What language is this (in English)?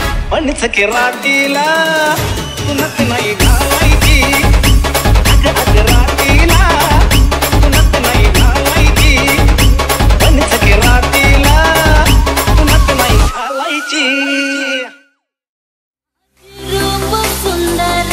Marathi